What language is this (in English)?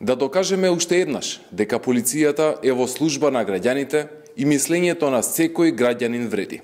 Macedonian